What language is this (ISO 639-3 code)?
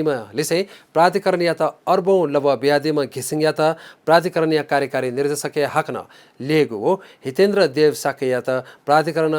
new